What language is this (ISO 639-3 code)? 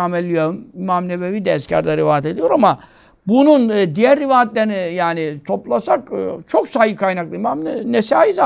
tur